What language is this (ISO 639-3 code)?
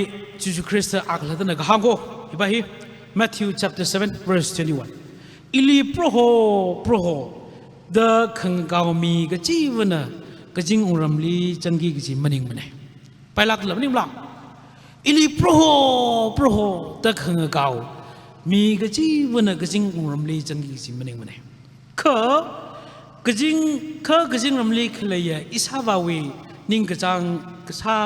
nmf